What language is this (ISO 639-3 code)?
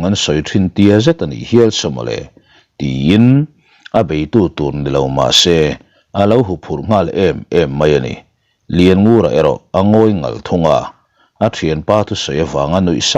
lus